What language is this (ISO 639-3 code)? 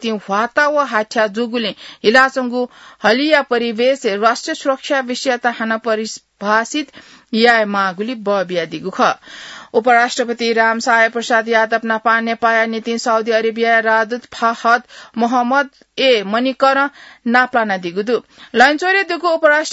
new